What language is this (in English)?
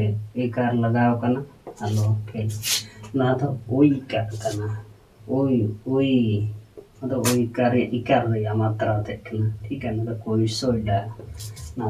Santali